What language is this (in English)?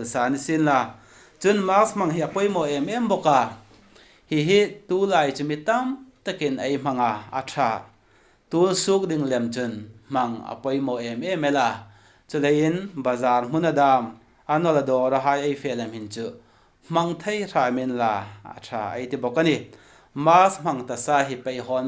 Hmar